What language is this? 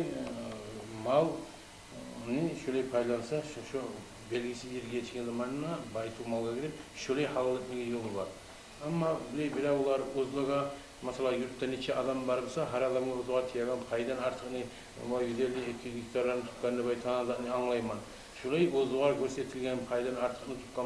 Kumyk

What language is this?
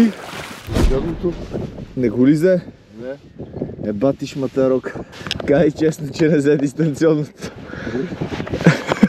Bulgarian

